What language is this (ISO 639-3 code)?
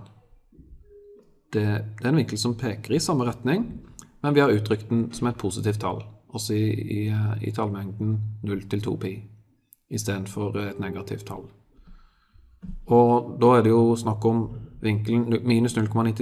nor